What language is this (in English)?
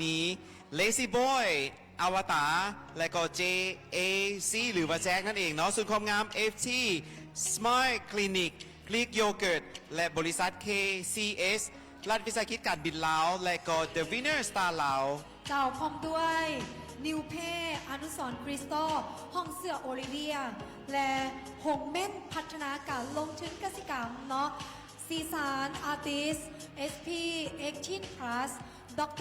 Lao